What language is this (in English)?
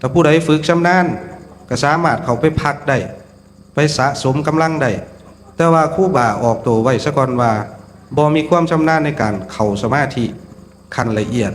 Northeastern Thai